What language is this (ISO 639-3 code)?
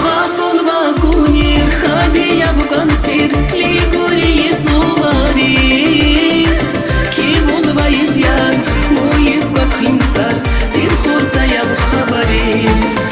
tab